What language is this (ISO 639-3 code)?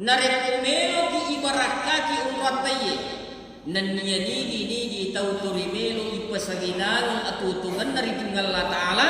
bug